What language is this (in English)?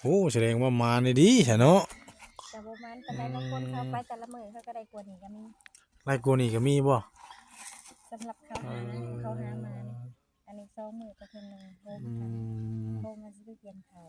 Northeastern Thai